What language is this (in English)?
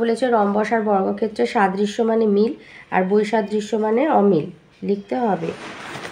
Bangla